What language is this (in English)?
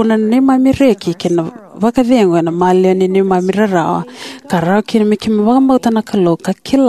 Fijian